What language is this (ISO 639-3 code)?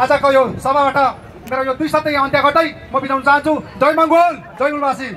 nep